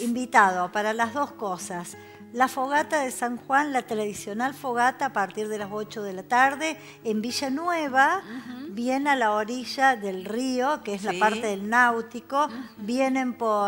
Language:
Spanish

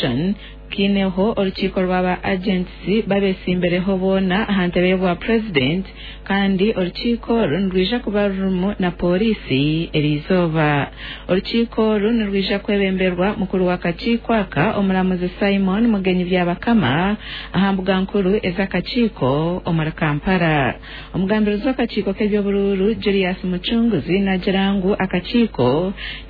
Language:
Nyankole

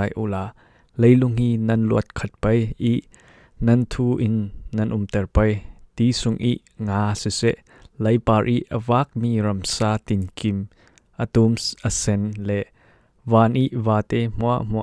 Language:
Falam Chin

